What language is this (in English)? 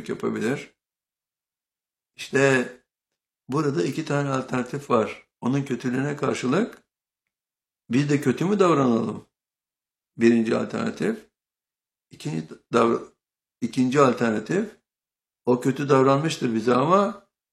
Turkish